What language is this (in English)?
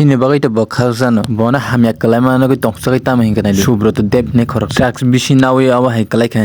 Kok Borok